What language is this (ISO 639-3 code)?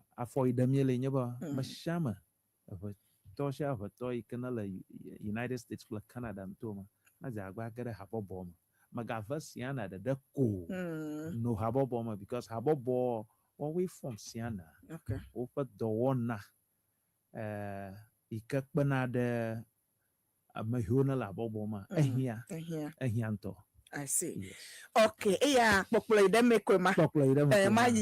ewe